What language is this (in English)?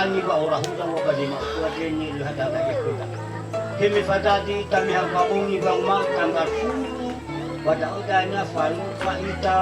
Nias